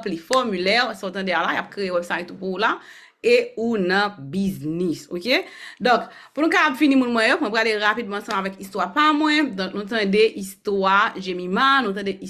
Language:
Haitian Creole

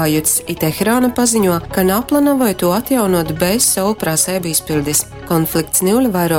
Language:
Latgalian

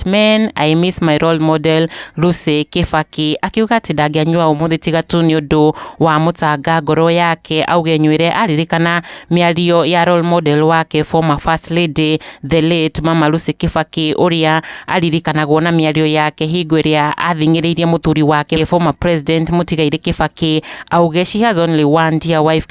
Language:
Kikuyu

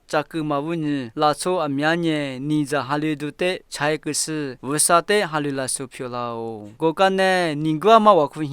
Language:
Lisu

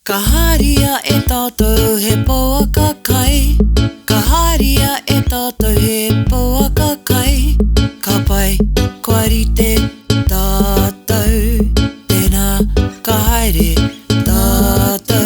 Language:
Māori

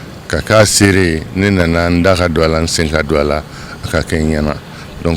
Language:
Bambara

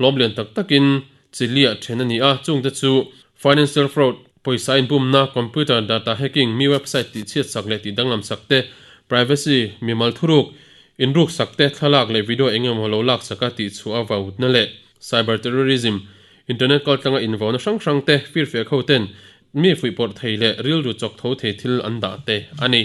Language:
Mizo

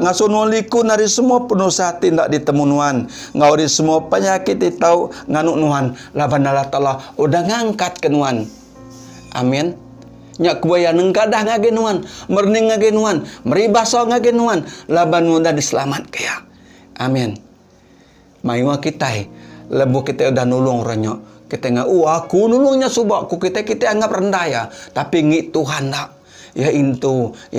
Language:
Iban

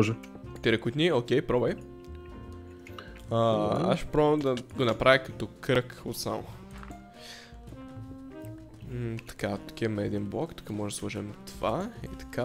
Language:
Bulgarian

